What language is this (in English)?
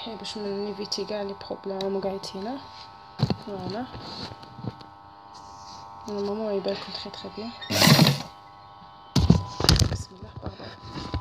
Algerian Arabic